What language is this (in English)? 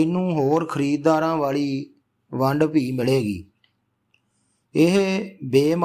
Punjabi